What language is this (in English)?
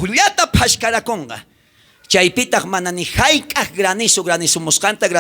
South Bolivian Quechua